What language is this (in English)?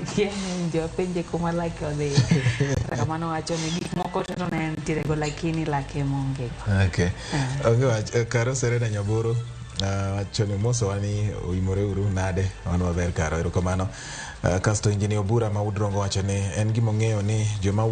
Luo (Kenya and Tanzania)